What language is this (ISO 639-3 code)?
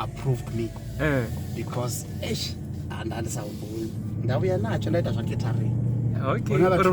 ven